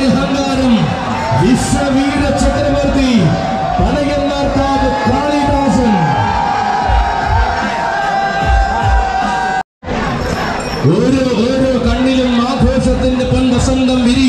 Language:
Malayalam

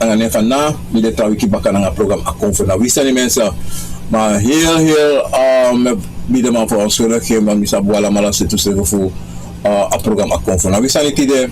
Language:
Sranan Tongo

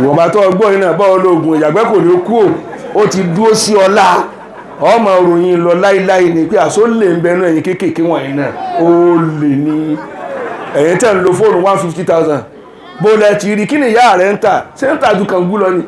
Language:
Yoruba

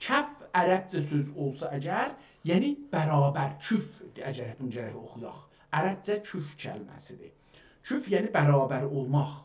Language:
South Azerbaijani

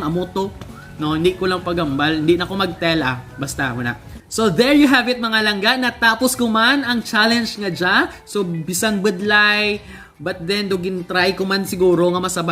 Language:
Hiligaynon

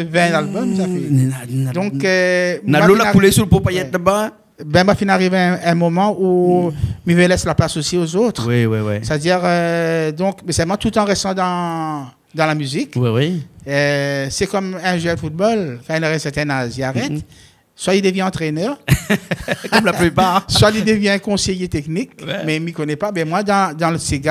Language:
Réunion Creole French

